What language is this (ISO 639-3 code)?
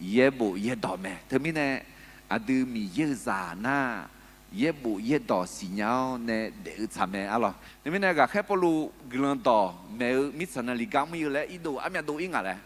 ahk